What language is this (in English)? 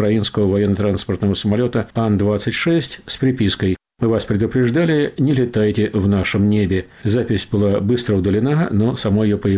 Russian